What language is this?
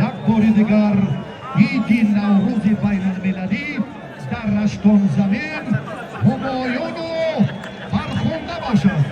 Tajik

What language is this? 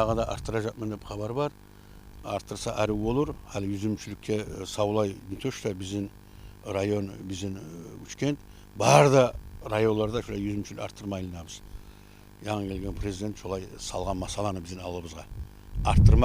Kumyk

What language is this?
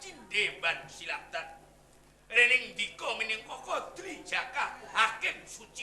Javanese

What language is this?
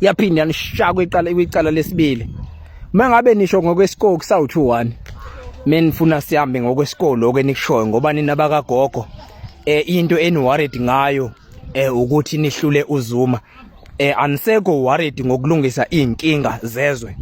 Zulu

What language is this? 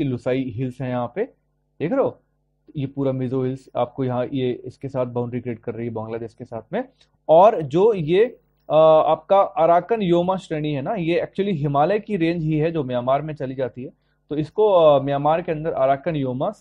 Hindi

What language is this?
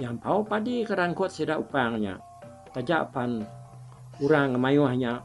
Iban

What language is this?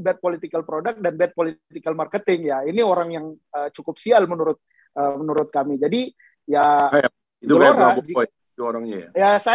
Indonesian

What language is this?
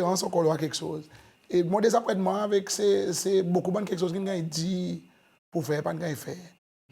Seselwa Creole French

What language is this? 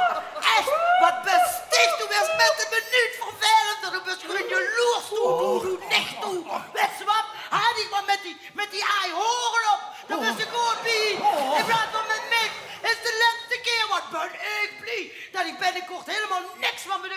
Limburgish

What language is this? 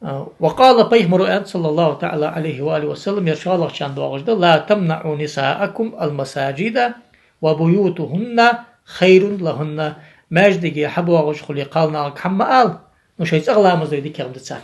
Ingush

